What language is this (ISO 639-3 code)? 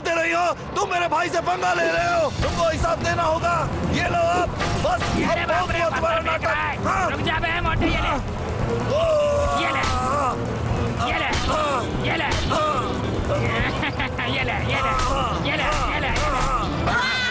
hin